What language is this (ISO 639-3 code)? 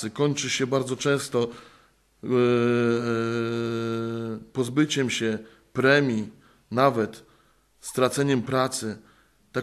pol